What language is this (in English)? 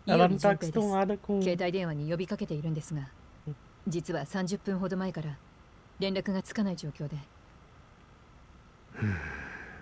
Portuguese